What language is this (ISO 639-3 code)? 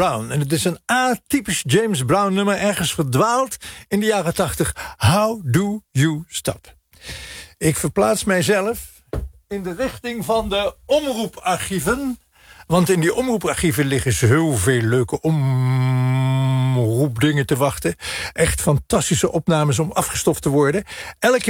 nld